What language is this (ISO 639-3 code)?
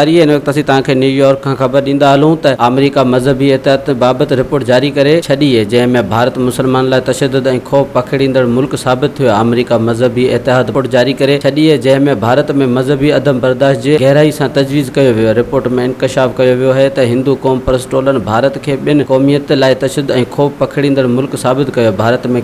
snd